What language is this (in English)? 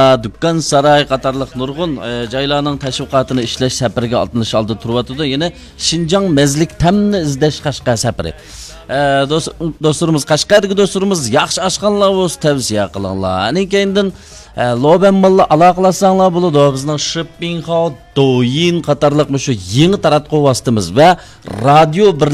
Uyghur